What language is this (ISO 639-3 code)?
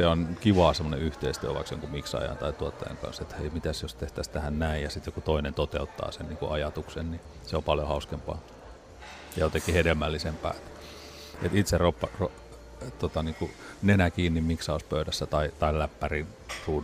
fin